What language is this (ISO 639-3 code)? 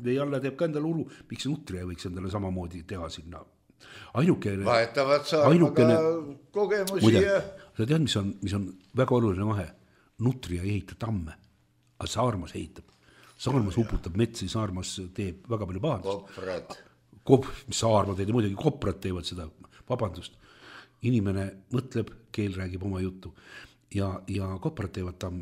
est